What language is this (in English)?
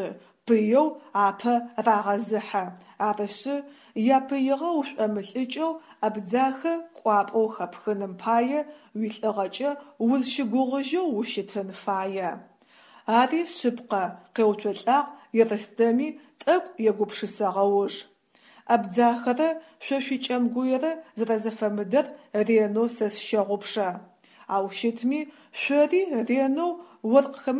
Adyghe